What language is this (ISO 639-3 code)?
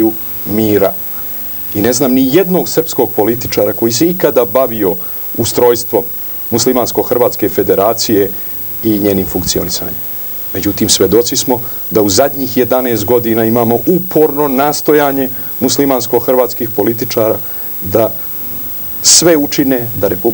srp